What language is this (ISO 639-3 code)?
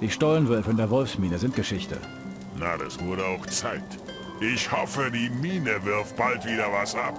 bar